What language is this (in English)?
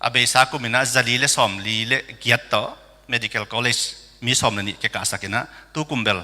Tedim Chin